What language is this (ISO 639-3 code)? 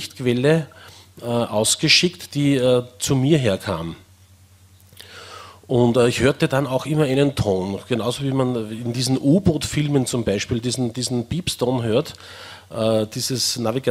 deu